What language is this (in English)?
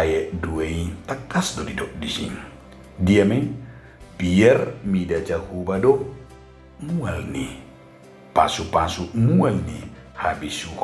Batak Toba